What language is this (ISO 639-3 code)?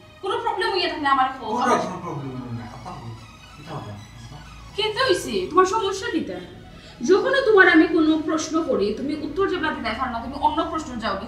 syl